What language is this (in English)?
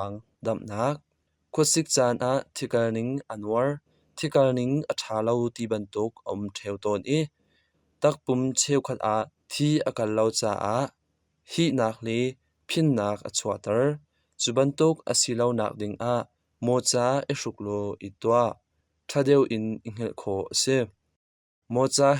Hakha Chin